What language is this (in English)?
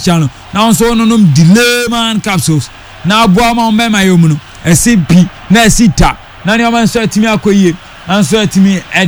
Akan